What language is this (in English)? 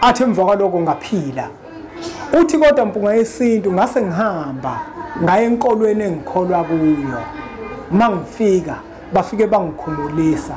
Zulu